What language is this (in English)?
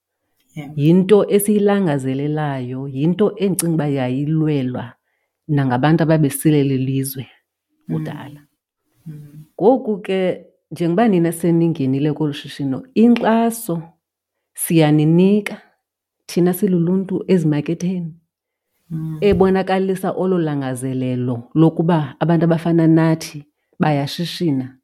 Xhosa